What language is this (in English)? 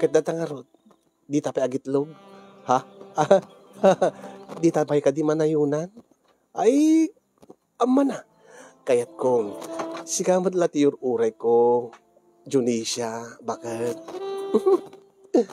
Iloko